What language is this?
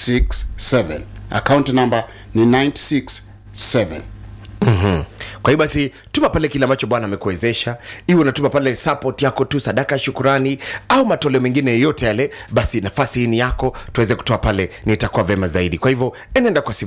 Swahili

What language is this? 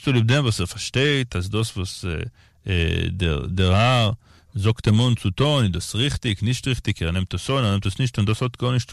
Yiddish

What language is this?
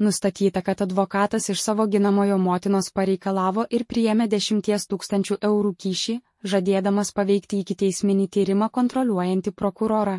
Lithuanian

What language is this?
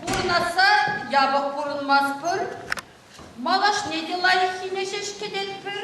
Chuvash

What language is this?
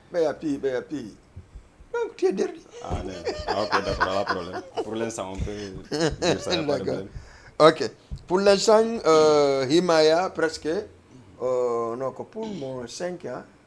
Fula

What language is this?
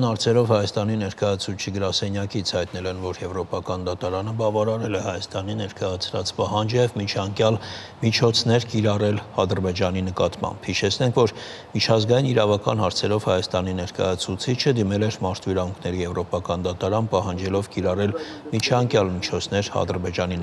Armenian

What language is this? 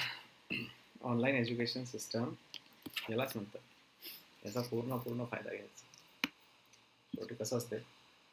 Marathi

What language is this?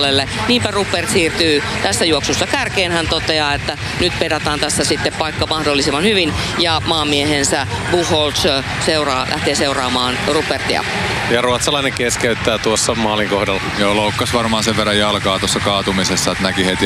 Finnish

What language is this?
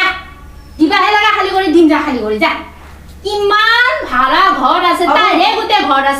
Assamese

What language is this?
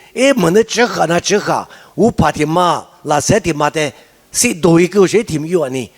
Lisu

